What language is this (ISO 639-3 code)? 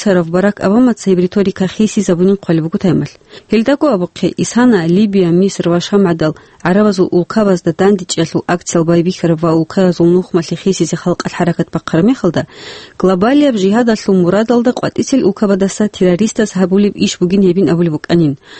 ava